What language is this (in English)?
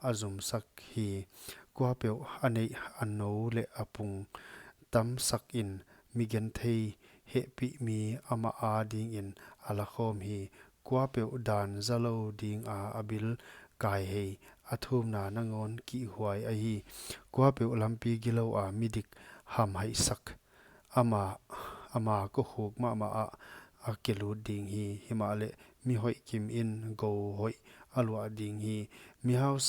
Paite Chin